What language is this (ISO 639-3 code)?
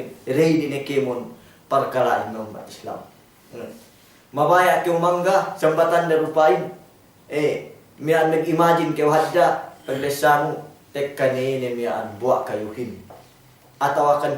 yka